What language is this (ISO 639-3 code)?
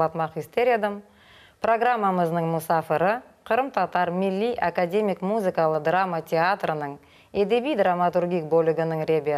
crh